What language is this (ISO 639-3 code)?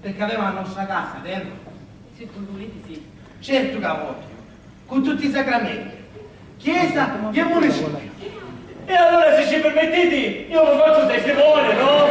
scn